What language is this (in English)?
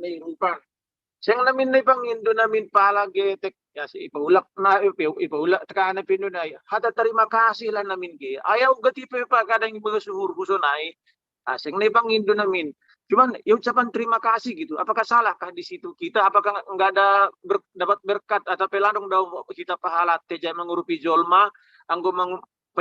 Batak Simalungun